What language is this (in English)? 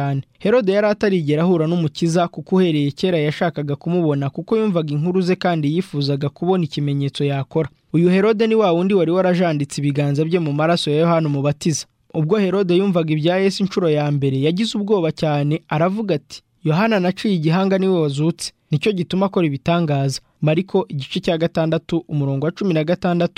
Kinyarwanda